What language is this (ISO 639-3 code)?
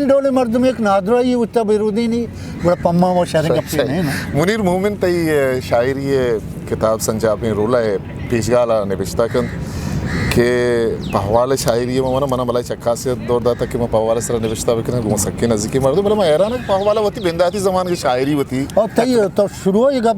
bgp